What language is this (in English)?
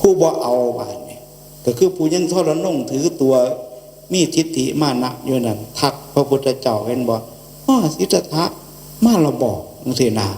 Northeastern Thai